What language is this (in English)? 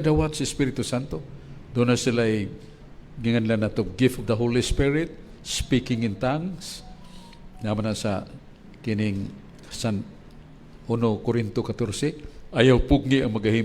Cebuano